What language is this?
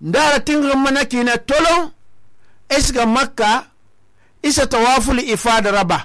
Susu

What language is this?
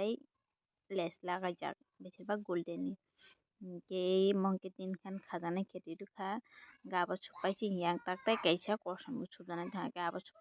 Kok Borok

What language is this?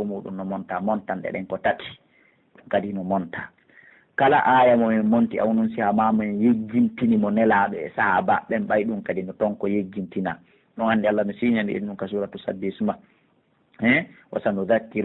Pular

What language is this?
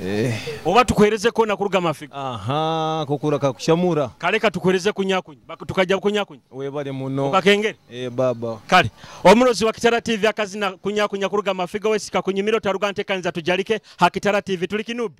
Nyoro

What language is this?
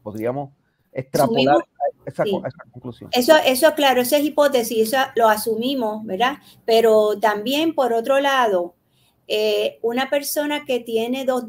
Spanish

